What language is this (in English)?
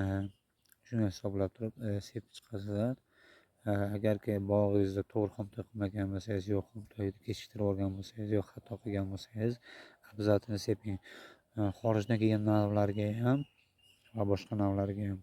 Uzbek